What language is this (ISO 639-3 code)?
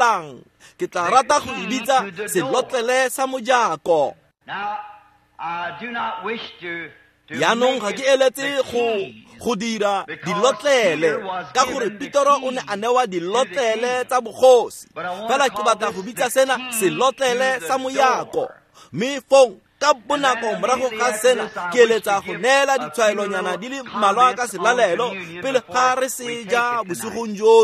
tsn